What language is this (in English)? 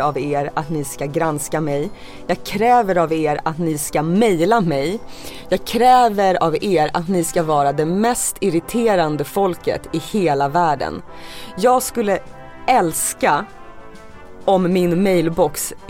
Swedish